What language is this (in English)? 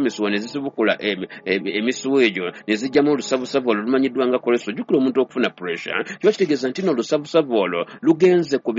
Ganda